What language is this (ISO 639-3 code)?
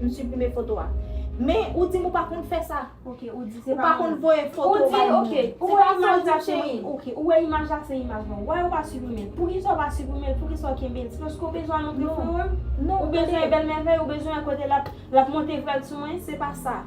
hat